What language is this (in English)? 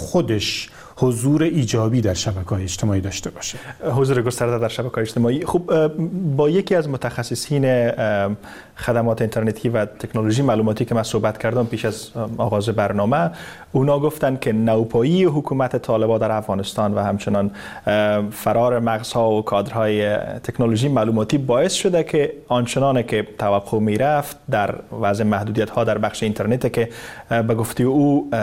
Persian